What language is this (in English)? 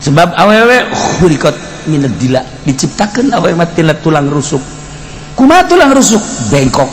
Sundanese